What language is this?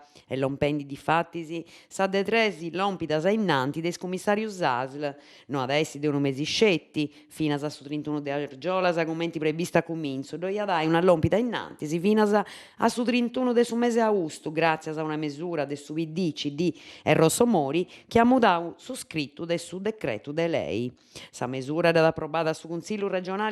Sardinian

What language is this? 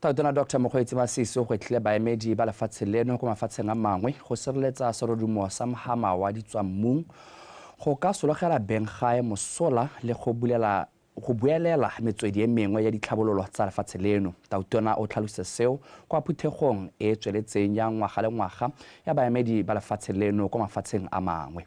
Tswana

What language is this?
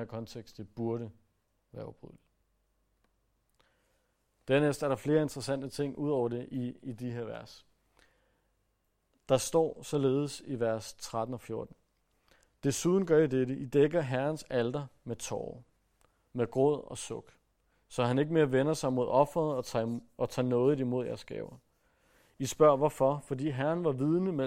Danish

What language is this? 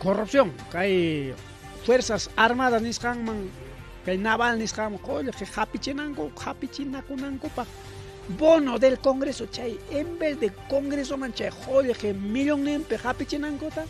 Ayacucho Quechua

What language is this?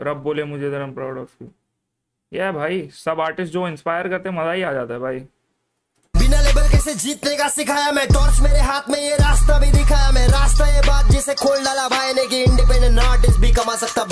Hindi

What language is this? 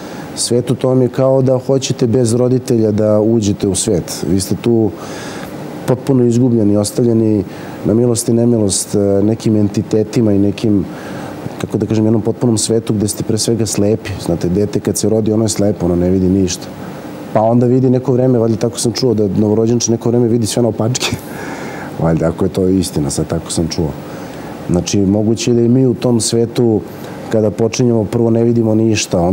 Serbian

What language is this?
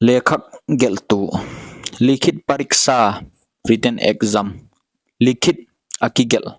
Paite Chin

